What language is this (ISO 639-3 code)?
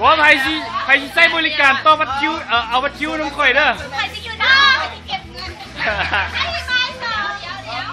lao